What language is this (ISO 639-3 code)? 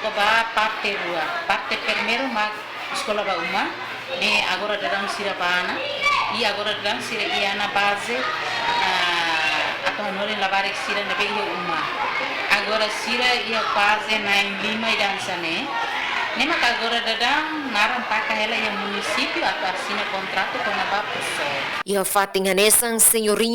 tet